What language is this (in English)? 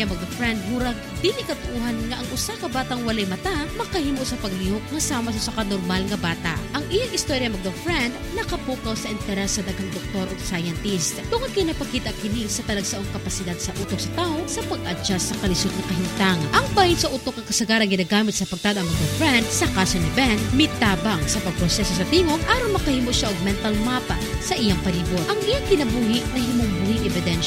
Cebuano